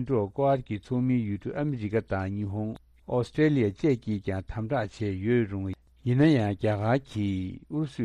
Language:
Tibetan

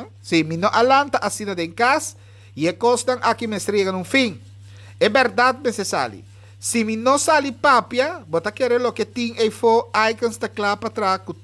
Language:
Papiamento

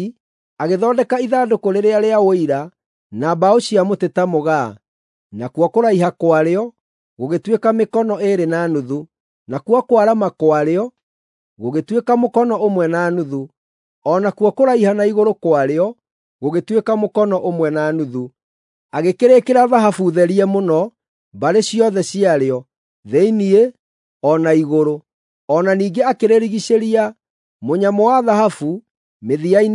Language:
Kikuyu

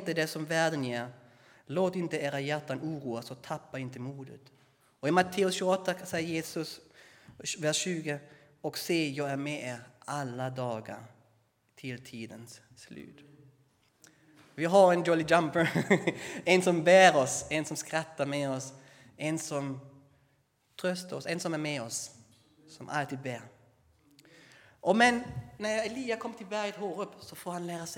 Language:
Swedish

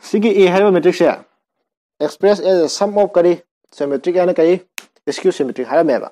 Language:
Manipuri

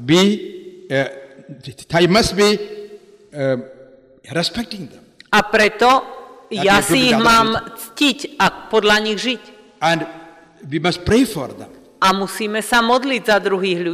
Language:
Slovak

